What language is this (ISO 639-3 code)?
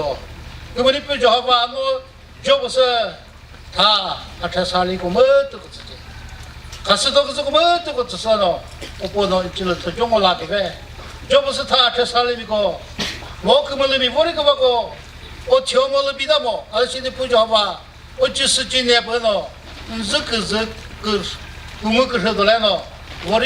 nri